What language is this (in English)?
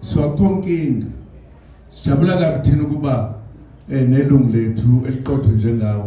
Zulu